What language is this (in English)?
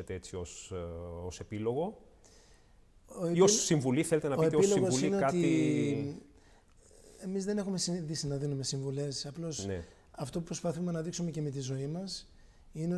Greek